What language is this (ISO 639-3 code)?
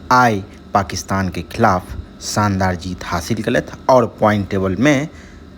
mai